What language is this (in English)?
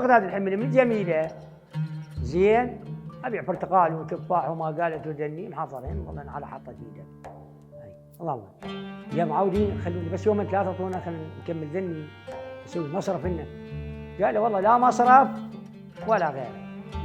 Mesopotamian Arabic